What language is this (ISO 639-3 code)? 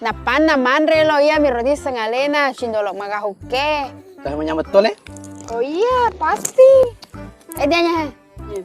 bug